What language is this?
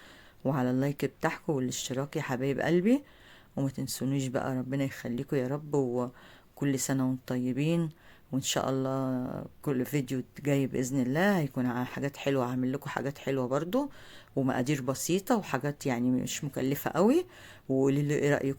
Egyptian Arabic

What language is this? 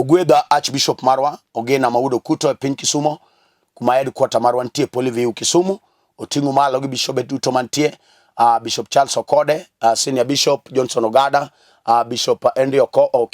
Luo (Kenya and Tanzania)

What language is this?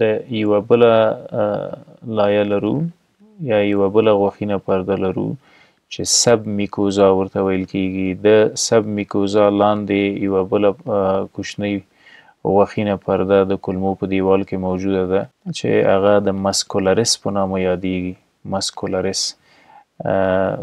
Pashto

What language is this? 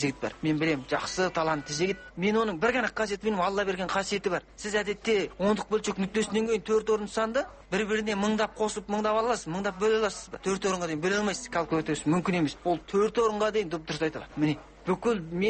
Kazakh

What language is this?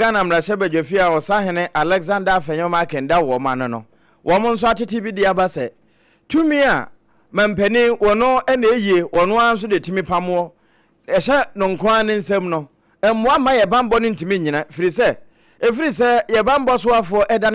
Akan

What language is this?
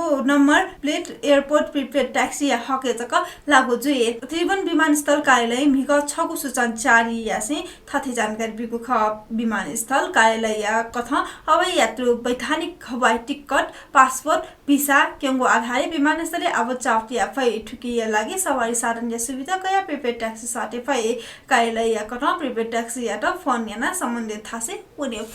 Newari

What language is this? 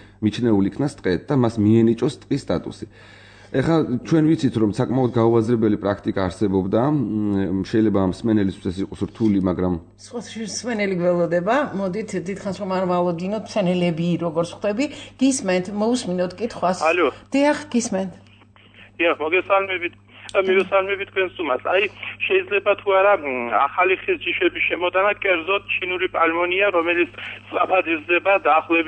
Georgian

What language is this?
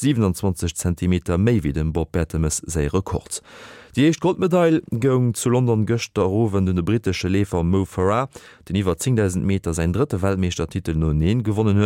Luxembourgish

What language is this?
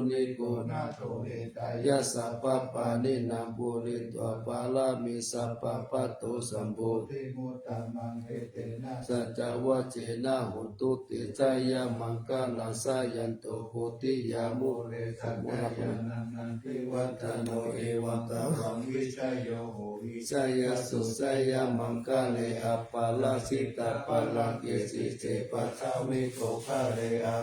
Pali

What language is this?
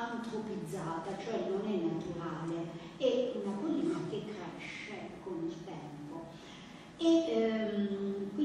Italian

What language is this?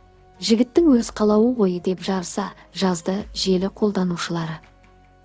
Kazakh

